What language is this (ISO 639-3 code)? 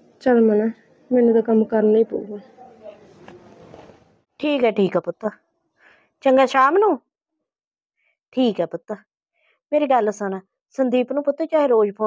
pan